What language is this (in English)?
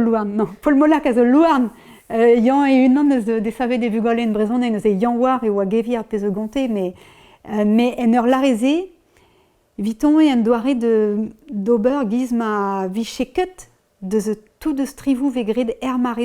Breton